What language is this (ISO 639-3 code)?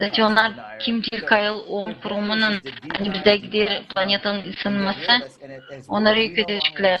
gag